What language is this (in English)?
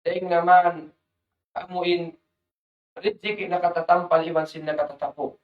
Tausug